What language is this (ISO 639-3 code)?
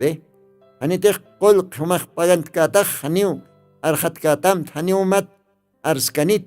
aym